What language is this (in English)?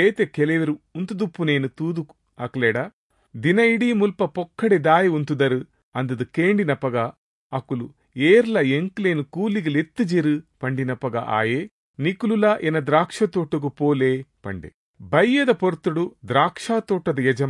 Tulu